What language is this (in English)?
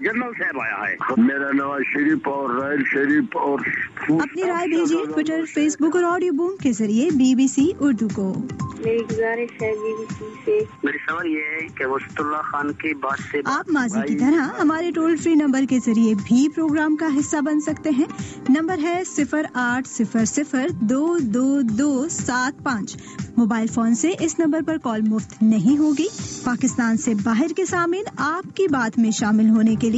Urdu